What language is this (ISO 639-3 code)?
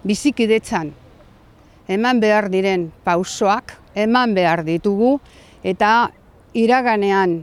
eus